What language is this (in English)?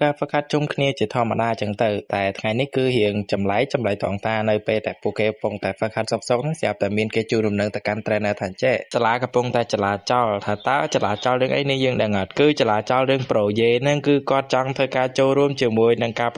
Khmer